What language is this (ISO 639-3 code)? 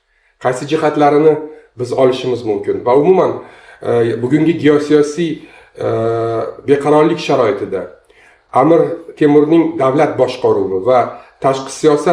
uzb